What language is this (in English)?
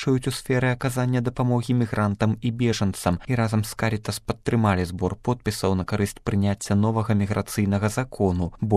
Belarusian